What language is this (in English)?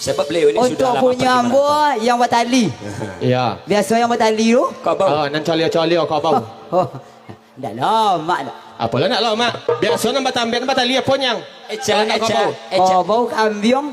Minangkabau